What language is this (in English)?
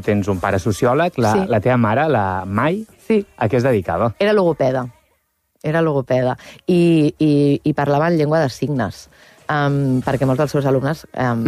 Catalan